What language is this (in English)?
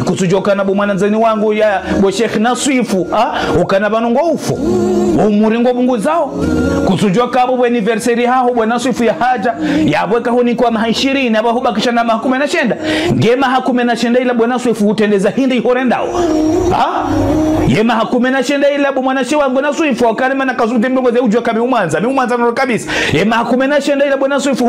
Ngazidja Comorian